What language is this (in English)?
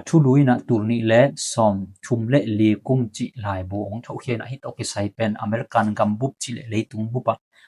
Tedim Chin